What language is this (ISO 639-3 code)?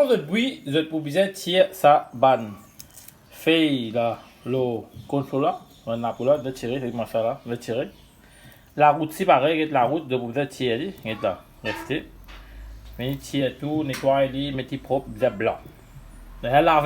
mfe